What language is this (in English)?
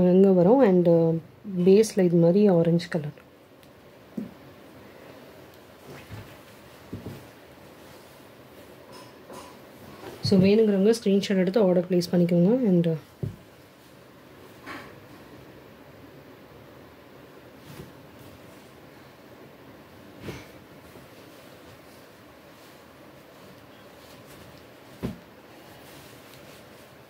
Tamil